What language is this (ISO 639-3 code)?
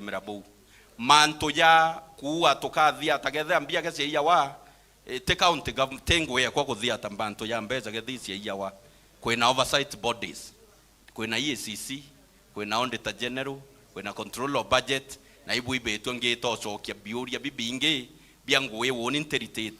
mer